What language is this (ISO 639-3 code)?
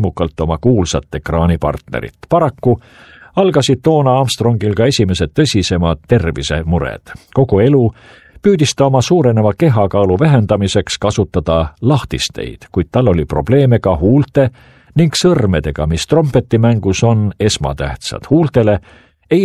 est